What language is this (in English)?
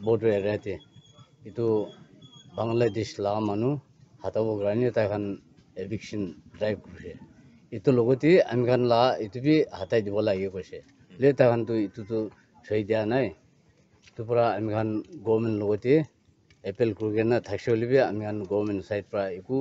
Naga Pidgin